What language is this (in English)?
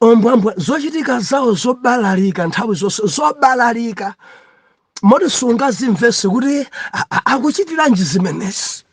Nyanja